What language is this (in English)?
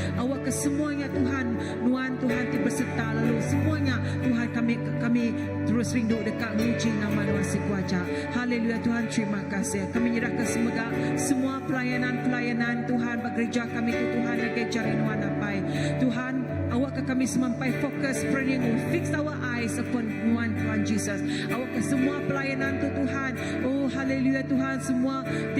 Iban